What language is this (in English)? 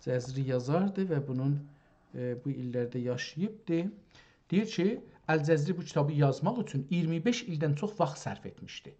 South Azerbaijani